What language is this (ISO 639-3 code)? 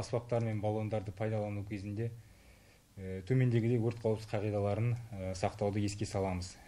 kaz